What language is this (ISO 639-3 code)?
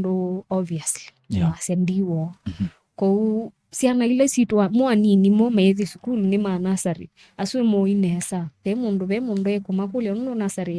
kam